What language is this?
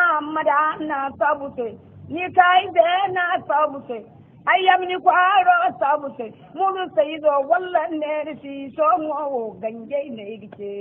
Zarma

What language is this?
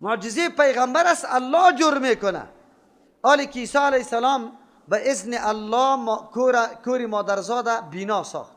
Persian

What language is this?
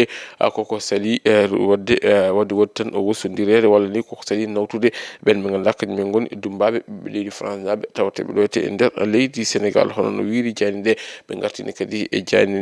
Fula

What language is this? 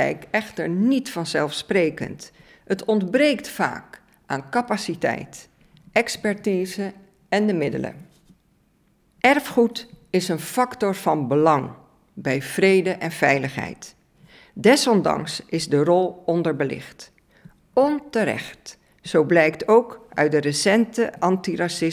Dutch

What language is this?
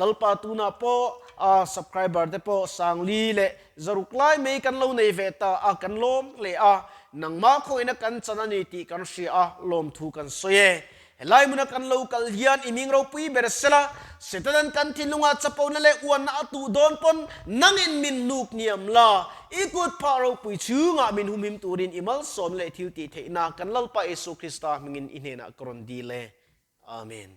Mizo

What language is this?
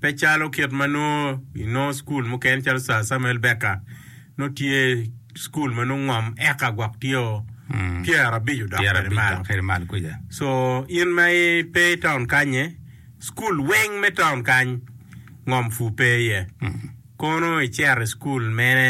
Acoli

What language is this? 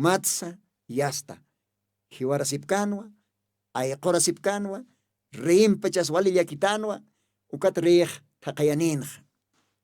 Aymara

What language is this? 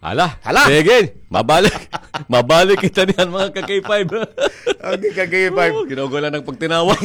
Waray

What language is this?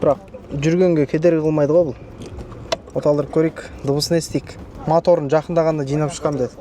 Kazakh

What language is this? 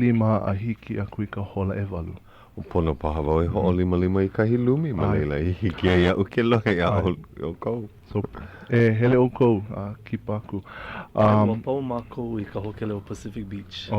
Hawaiian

